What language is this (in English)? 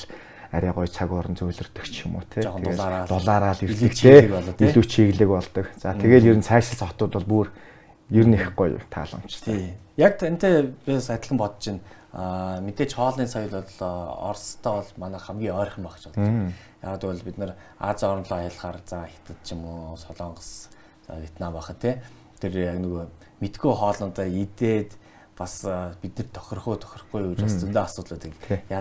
Mongolian